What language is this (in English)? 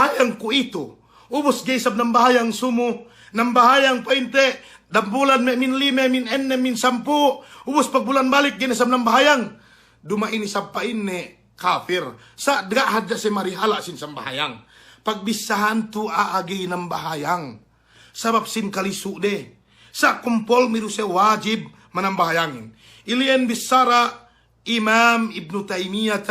Yakan